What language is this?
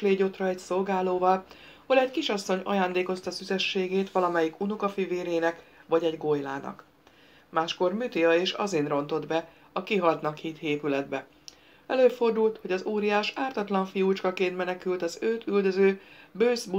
Hungarian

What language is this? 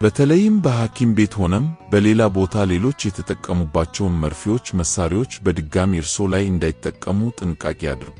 Amharic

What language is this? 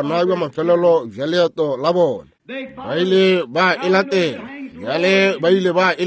Northern Sotho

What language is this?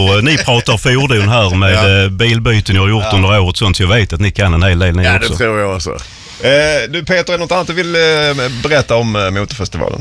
Swedish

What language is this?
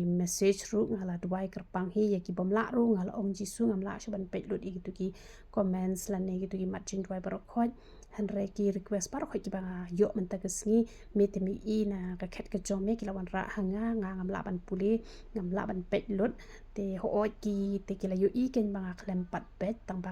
Khasi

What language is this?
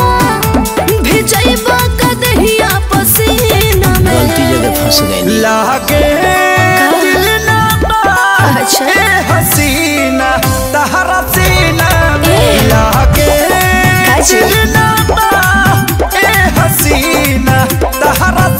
Bhojpuri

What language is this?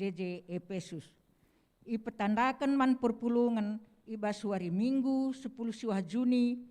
Batak Karo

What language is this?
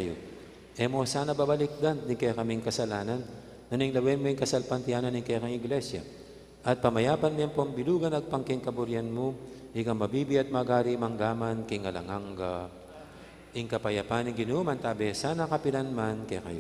Pampanga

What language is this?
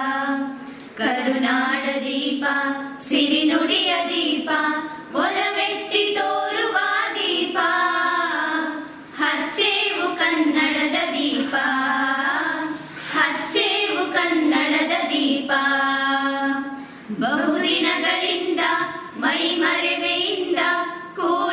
Kannada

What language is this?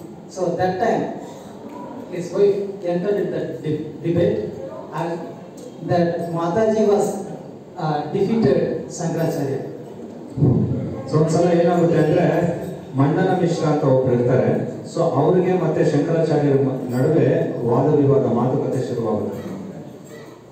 Kannada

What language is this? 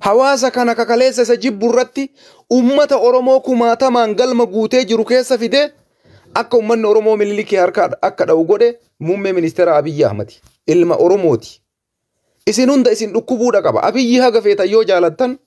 Oromo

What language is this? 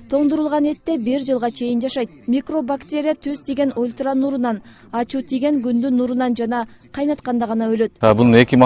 Kyrgyz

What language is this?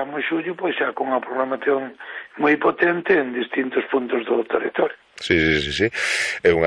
Galician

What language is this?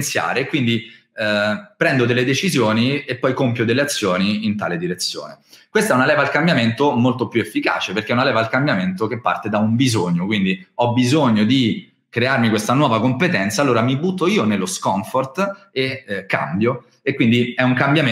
Italian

